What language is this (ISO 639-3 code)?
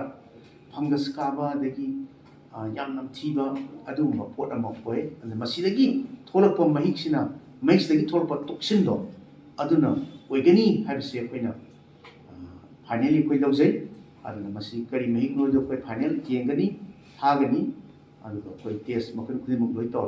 mni